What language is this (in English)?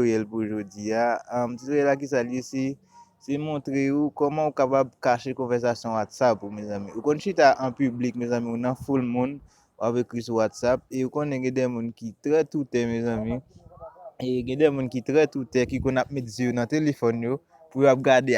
Haitian Creole